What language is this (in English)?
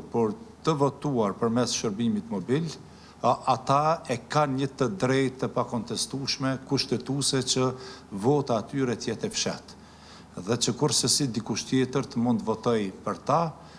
Albanian